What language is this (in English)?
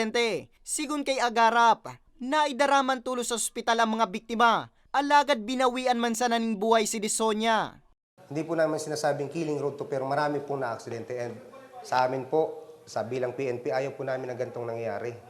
Bikol